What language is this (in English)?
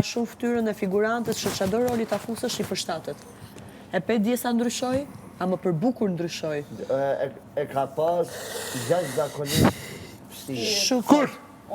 Albanian